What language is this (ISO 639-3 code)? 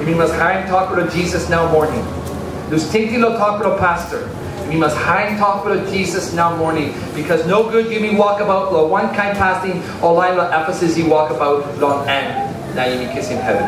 tpi